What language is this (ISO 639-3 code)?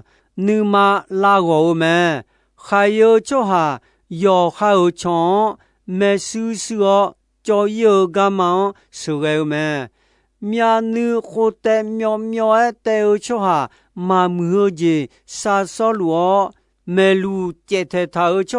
ahk